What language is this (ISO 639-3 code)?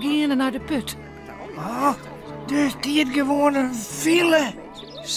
fry